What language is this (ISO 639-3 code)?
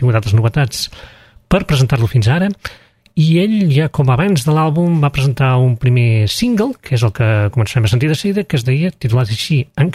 cat